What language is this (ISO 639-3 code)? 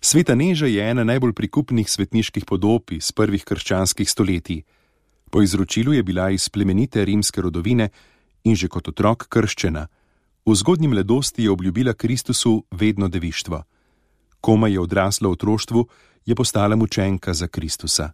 slv